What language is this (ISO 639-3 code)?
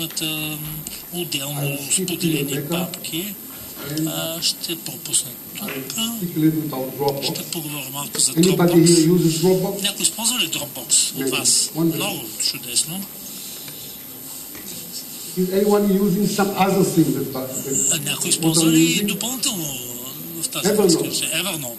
bul